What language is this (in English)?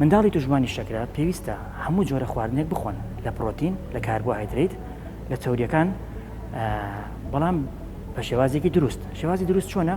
Central Kurdish